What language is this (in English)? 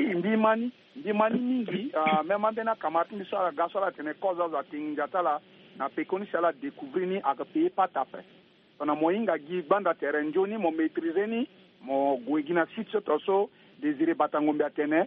Sango